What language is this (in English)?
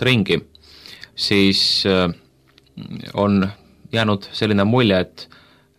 Estonian